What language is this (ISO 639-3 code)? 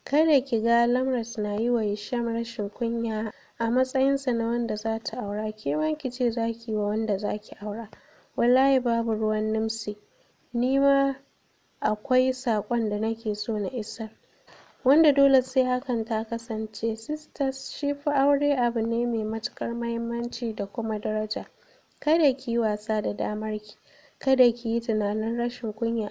hau